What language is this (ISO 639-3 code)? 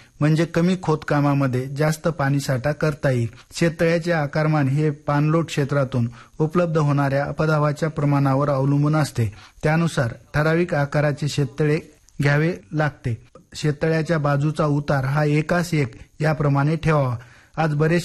mar